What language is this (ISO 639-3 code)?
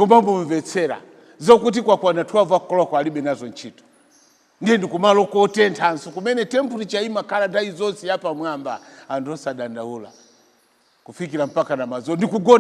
nya